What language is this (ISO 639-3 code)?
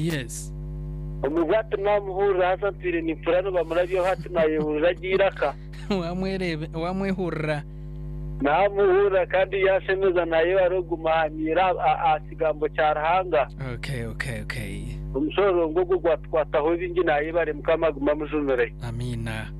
nyn